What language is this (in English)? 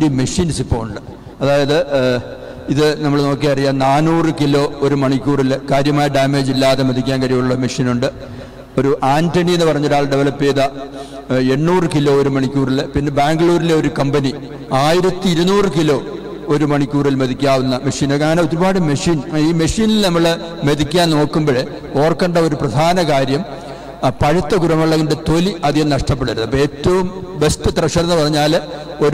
Malayalam